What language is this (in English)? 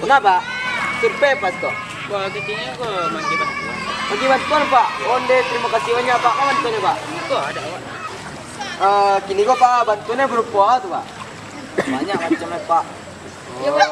Minangkabau